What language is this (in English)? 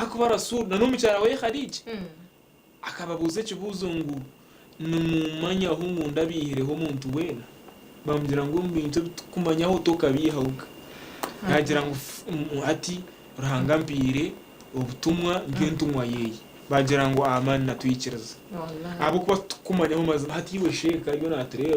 Nyankole